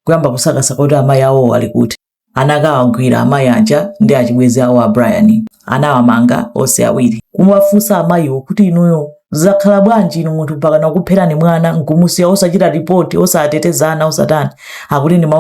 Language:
Nyanja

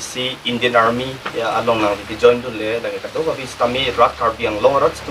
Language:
Karbi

